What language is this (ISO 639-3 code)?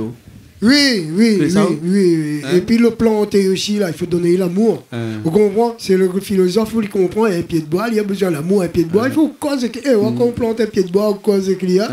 rcf